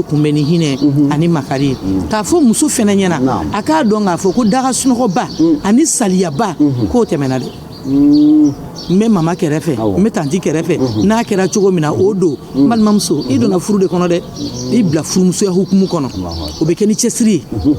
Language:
Bambara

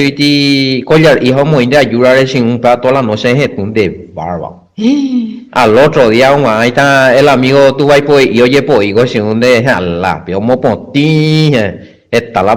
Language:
Guarani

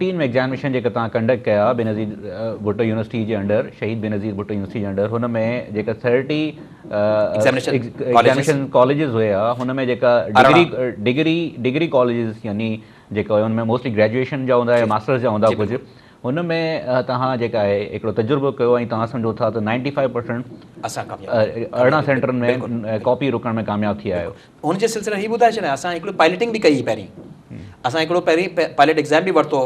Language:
Sindhi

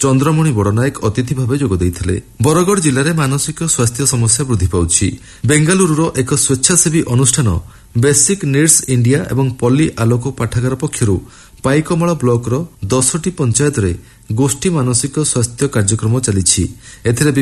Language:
Odia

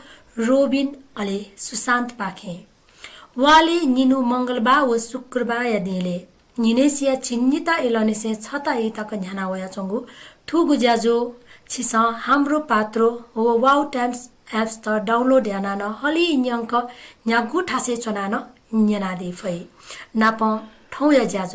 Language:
Newari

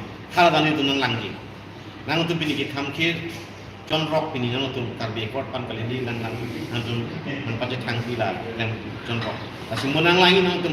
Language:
Karbi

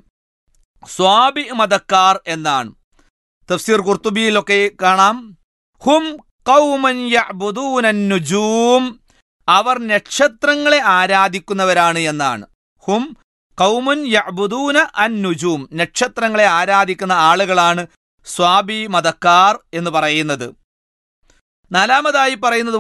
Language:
Malayalam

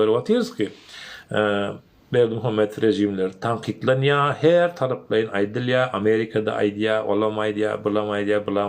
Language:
Turkmen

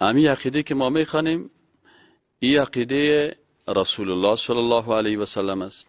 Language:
Persian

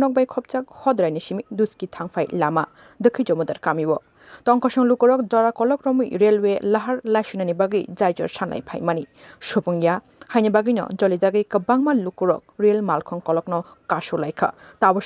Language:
Kok Borok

